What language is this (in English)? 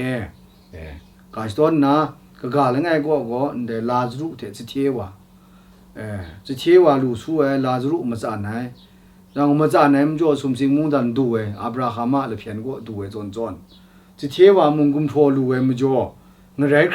Kachin